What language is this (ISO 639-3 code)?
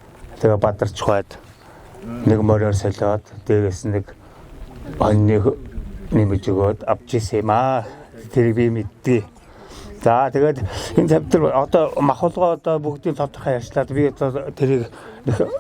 mon